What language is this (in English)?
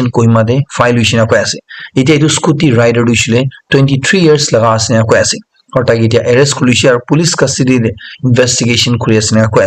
Naga Pidgin